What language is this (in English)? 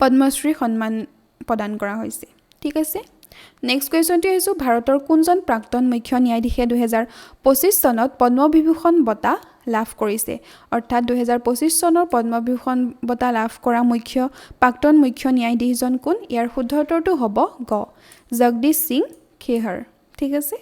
Assamese